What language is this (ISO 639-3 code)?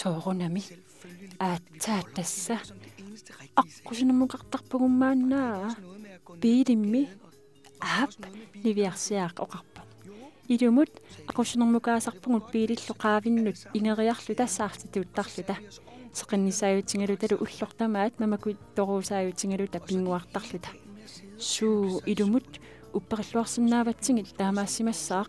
kal